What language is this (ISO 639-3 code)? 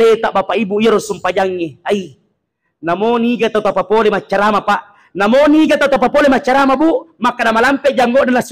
bug